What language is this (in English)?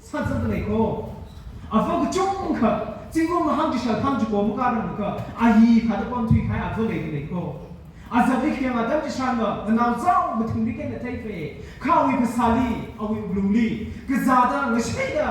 Tangkhul Naga (India)